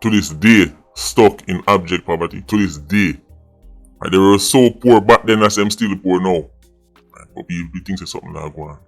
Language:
Jamaican Creole English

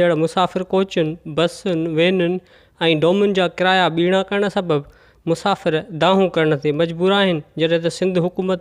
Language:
Sindhi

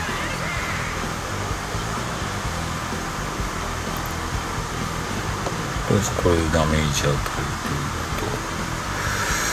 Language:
Japanese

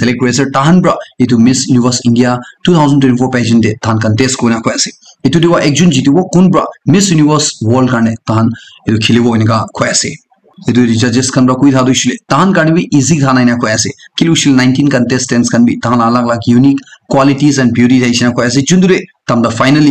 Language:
Naga Pidgin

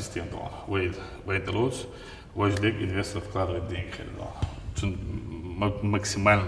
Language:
Chechen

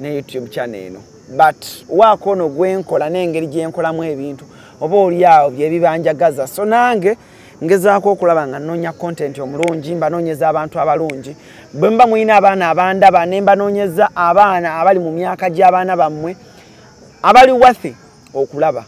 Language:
Ganda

